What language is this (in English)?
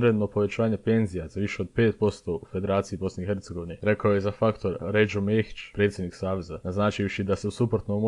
Bosnian